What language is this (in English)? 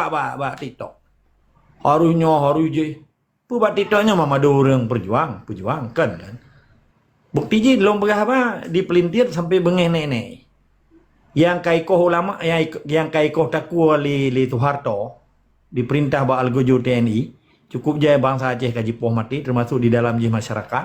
Achinese